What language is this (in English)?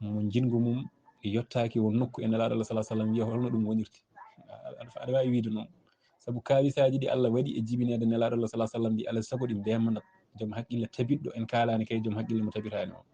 Fula